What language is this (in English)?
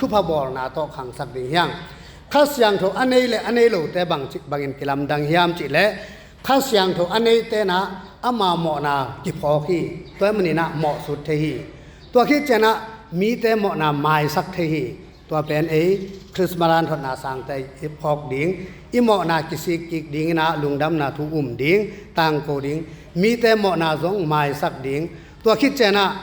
Tedim Chin